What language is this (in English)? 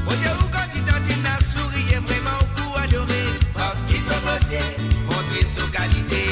Morisyen